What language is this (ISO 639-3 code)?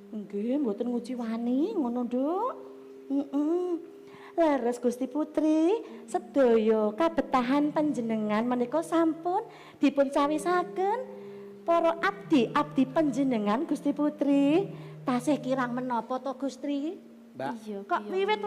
jav